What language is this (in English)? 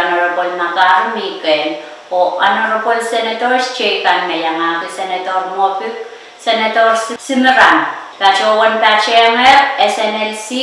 Pohnpeian